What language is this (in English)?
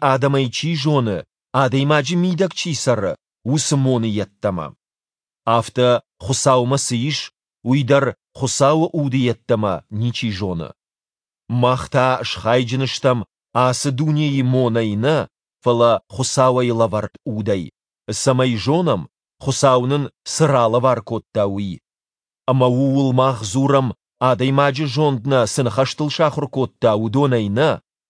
Ossetic